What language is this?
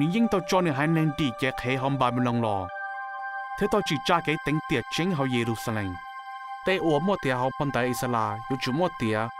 Hmong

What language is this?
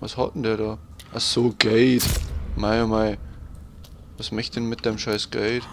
Bavarian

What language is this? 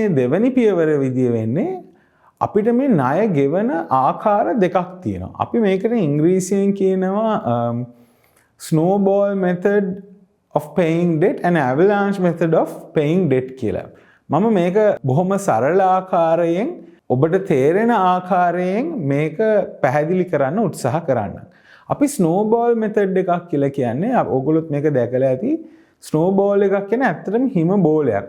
Sinhala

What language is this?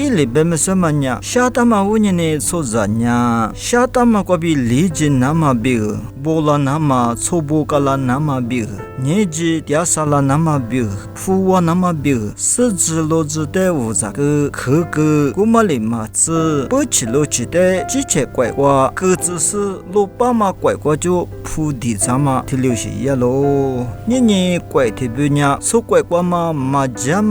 Lisu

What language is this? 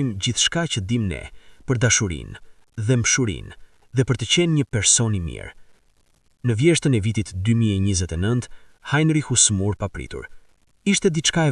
Albanian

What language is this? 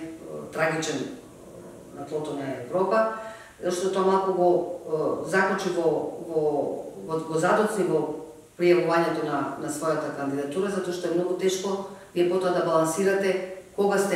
Macedonian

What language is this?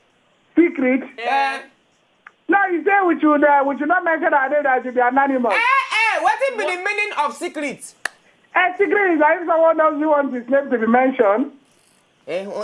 Nigerian Pidgin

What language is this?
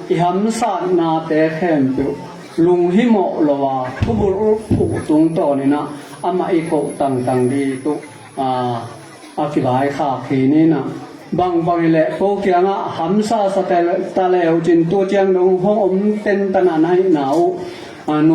Tedim Chin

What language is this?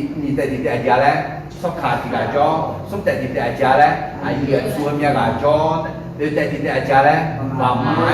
Akha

